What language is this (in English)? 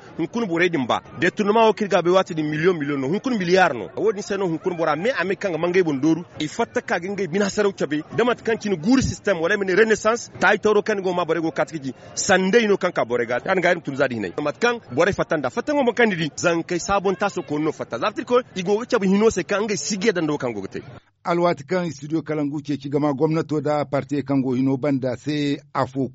Zarma